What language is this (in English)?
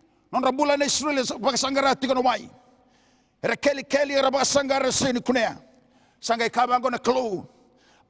Fijian